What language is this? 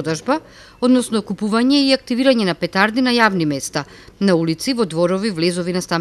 Macedonian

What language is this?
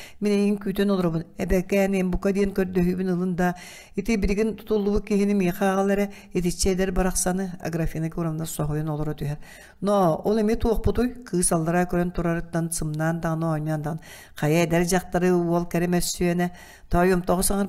Yakut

